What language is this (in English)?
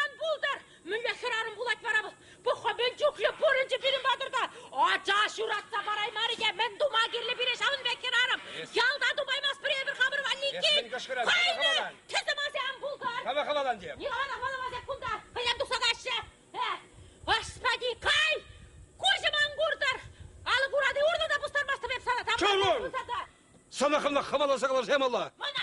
Chuvash